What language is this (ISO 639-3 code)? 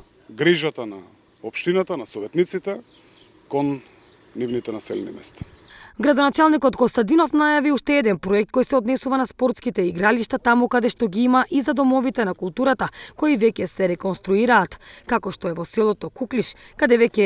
mkd